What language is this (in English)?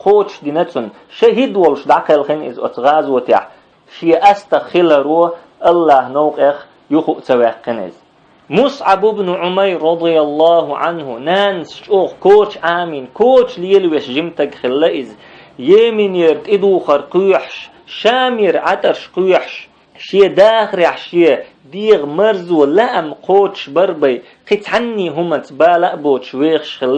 Chechen